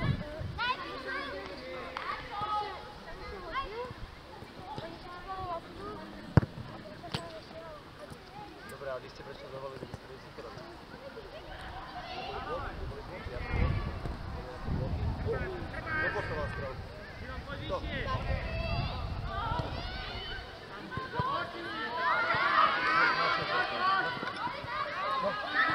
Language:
Slovak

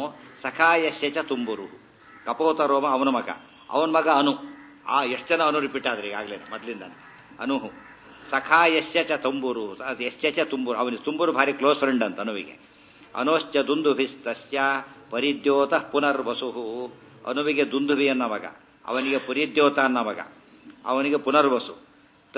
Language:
Kannada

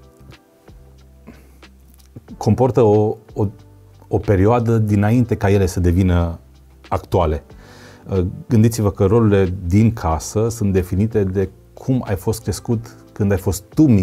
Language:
Romanian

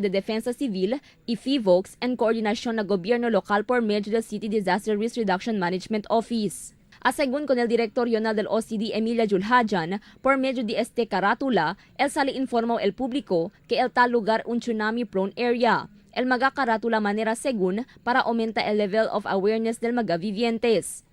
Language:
Chavacano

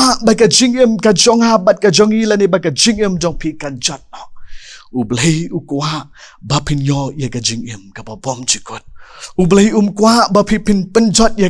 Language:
Khasi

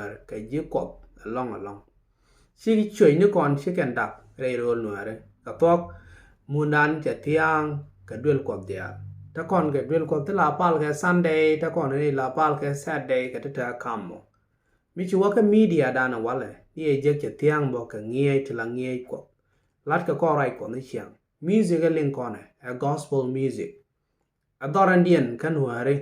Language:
Nuer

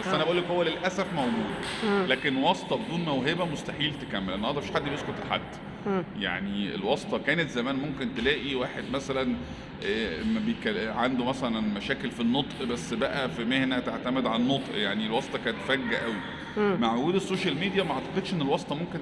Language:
Egyptian Arabic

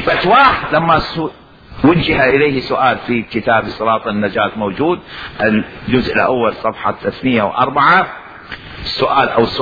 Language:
Mesopotamian Arabic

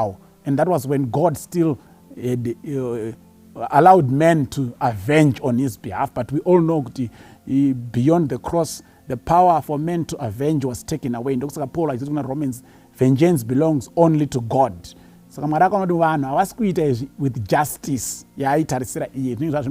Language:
Shona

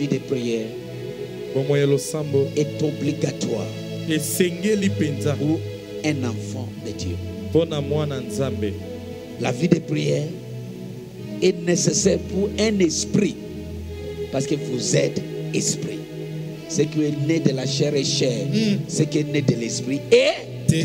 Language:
French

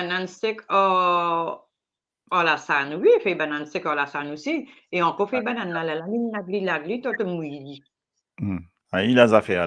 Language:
Morisyen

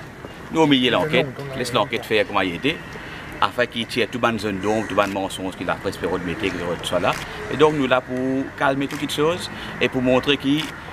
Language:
Morisyen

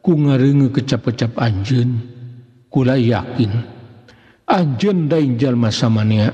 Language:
Sundanese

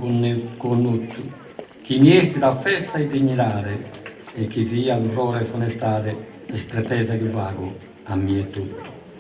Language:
Sardinian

